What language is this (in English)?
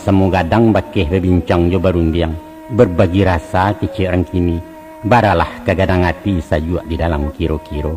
Minangkabau